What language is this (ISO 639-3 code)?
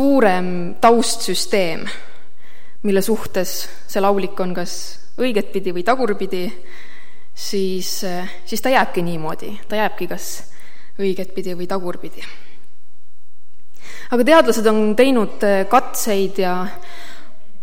est